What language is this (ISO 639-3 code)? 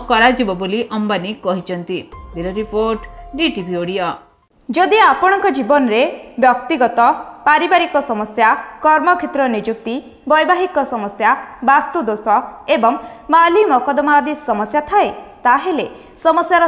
ori